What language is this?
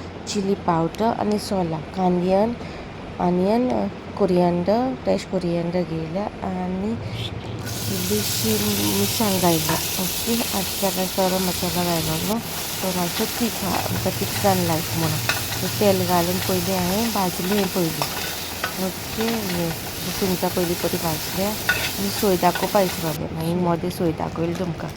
Konkani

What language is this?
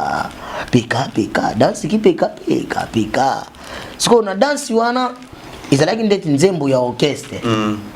Lingala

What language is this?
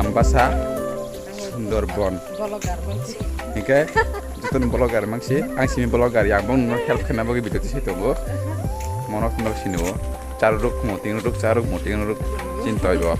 Kok Borok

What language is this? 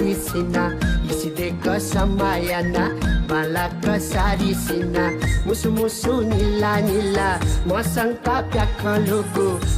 Newari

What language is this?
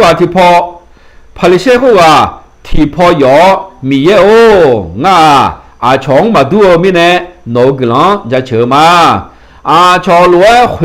Akha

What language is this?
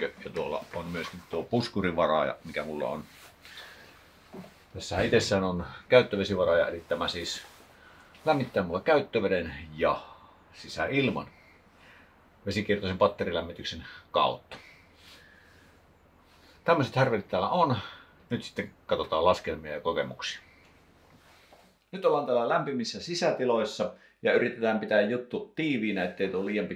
Finnish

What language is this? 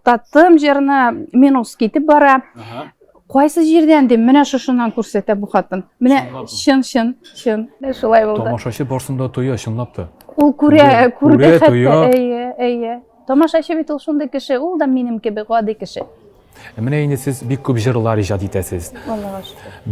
Tatar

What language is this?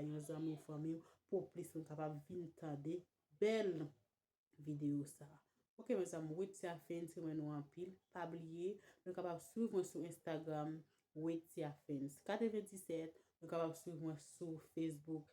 Haitian Creole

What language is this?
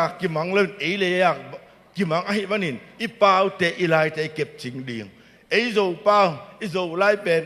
Tedim Chin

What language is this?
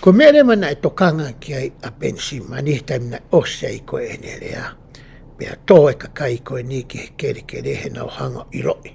Tongan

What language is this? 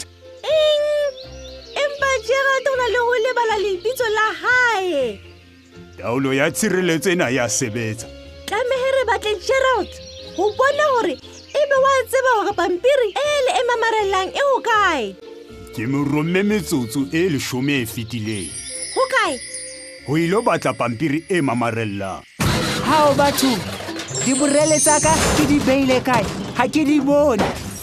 Southern Sotho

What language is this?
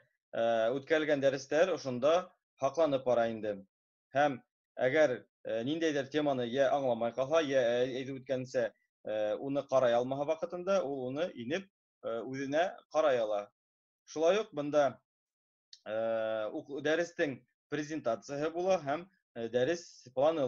Bashkir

